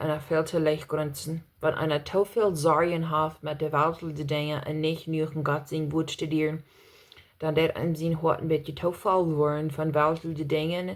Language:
Plautdietsch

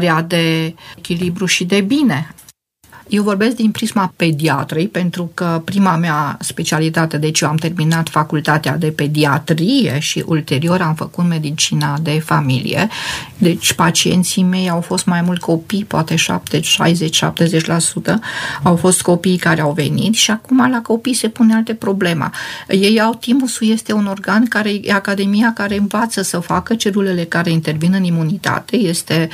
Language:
Romanian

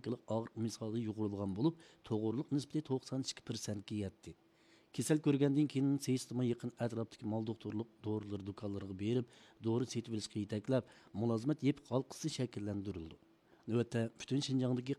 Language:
Uyghur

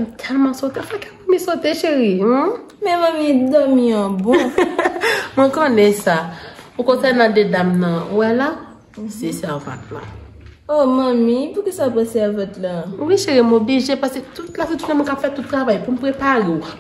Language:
Haitian Creole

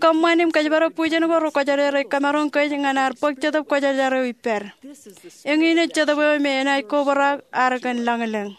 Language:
Marshallese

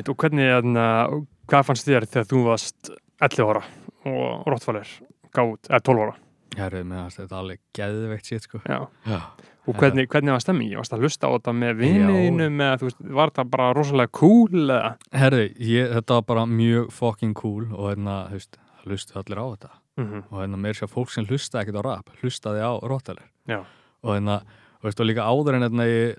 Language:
Icelandic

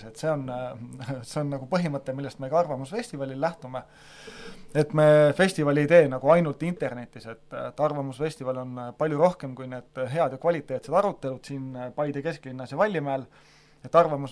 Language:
Estonian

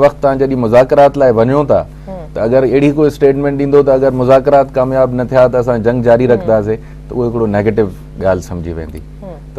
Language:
Sindhi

